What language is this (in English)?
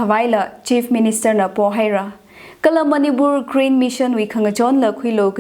Tangkhul Naga (India)